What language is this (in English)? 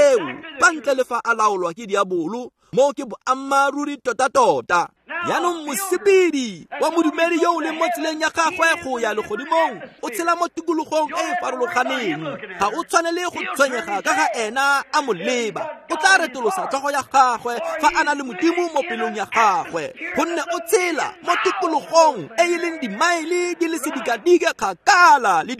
Tswana